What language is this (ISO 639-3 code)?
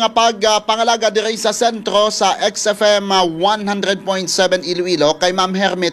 hil